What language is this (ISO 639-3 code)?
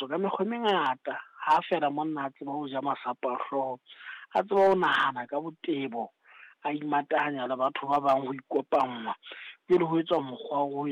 sot